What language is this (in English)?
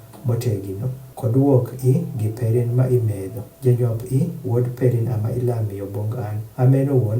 Adhola